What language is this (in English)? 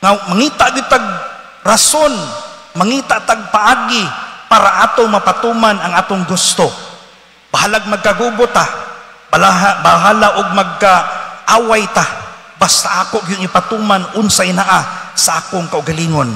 Cebuano